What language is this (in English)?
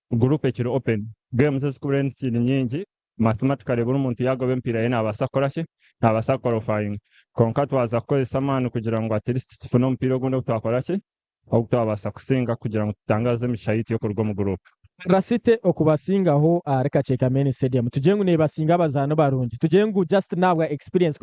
Nyankole